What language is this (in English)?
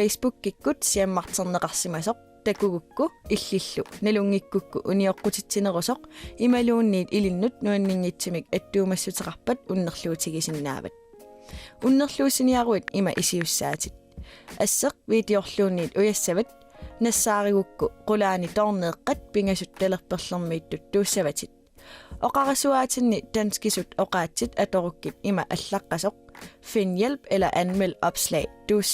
Kalaallisut